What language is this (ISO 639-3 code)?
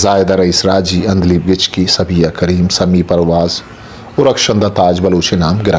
bgp